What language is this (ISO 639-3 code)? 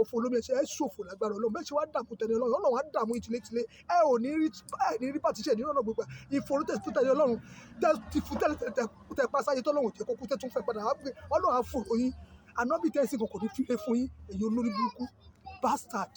yor